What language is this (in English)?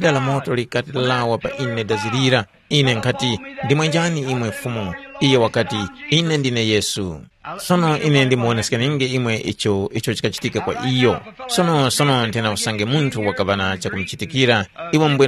Tumbuka